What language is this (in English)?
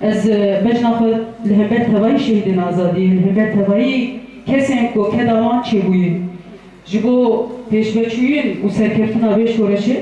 Kurdish